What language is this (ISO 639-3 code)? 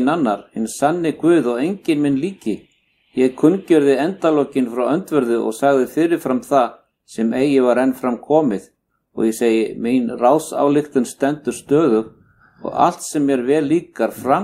isl